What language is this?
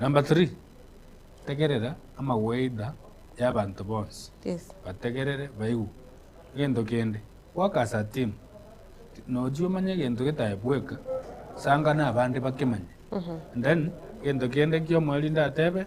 Gusii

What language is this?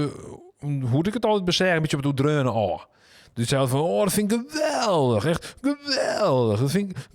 Western Frisian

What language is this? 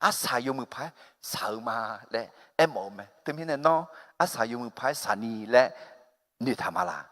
Akha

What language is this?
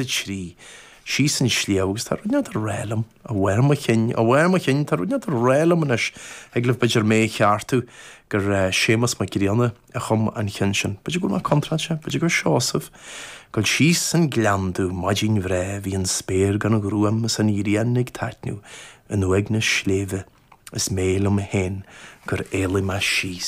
Irish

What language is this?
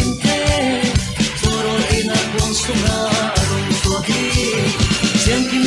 Falam Chin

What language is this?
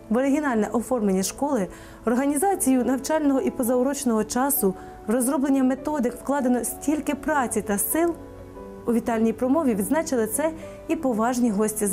Ukrainian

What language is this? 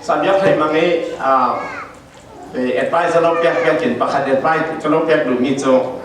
Falam Chin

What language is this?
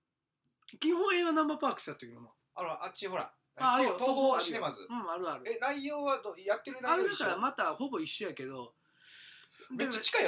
Japanese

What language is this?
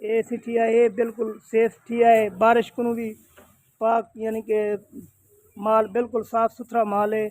Saraiki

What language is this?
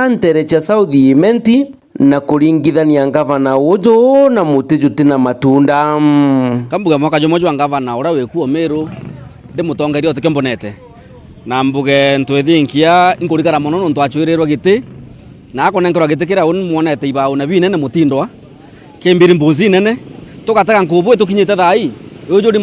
Meru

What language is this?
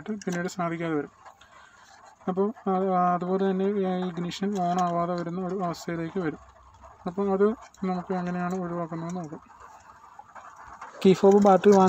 Malayalam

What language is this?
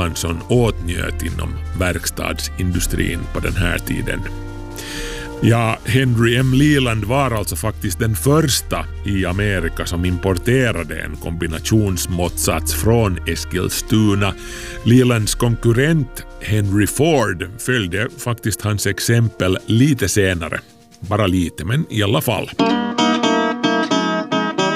Swedish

